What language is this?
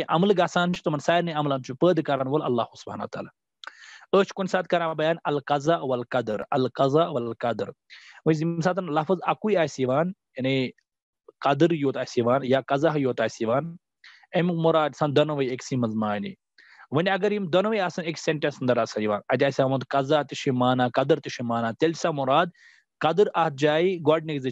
Kashmiri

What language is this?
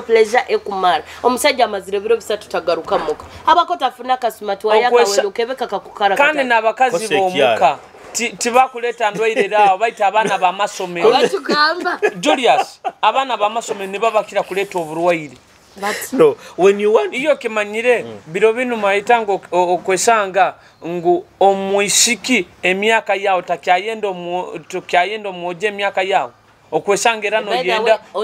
Nyoro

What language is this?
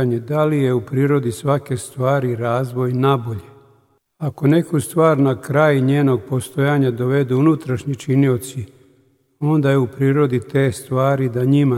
Serbian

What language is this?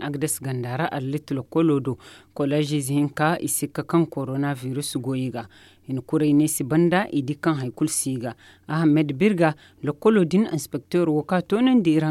Zarma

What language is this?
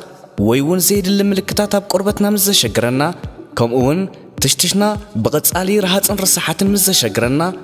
Tigrinya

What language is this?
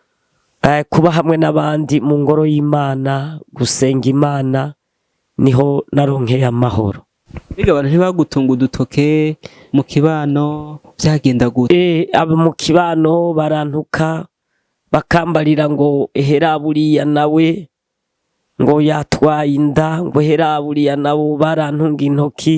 Rundi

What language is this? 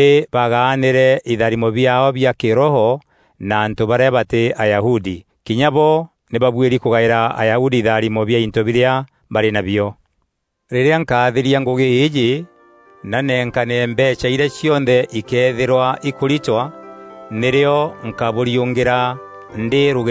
Meru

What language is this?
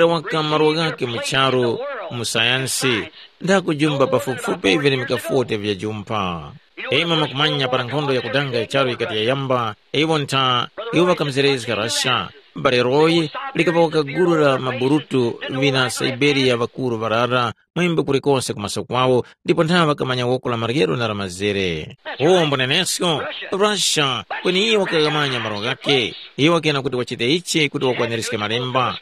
Tumbuka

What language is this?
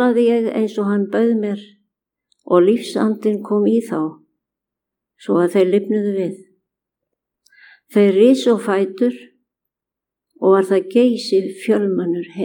Icelandic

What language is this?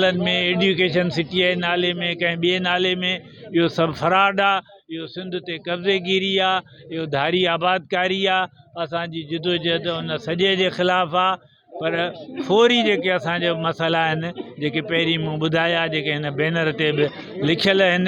Sindhi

